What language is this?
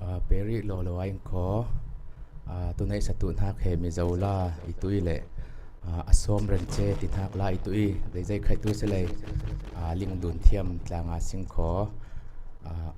Falam Chin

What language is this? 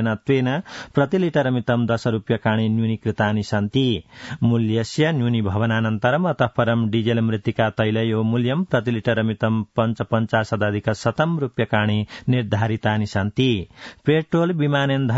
Sanskrit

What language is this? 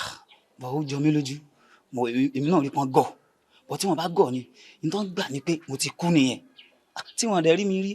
Yoruba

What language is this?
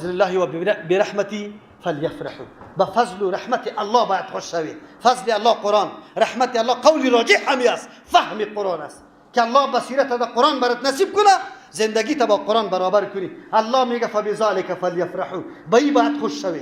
Persian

